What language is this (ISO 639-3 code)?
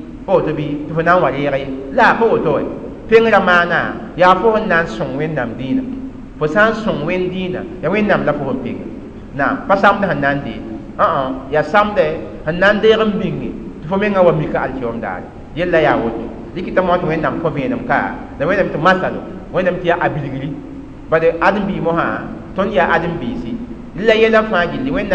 mos